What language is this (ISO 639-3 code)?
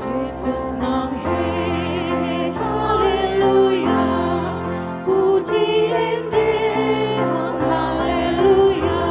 bbc